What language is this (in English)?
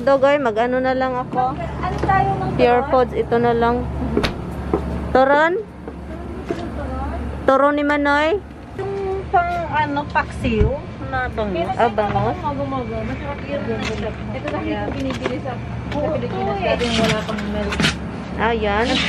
Filipino